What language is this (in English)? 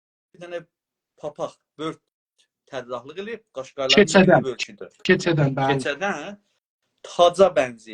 South Azerbaijani